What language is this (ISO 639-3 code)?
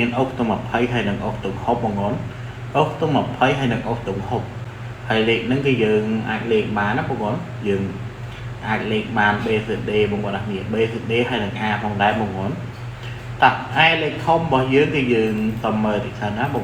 khm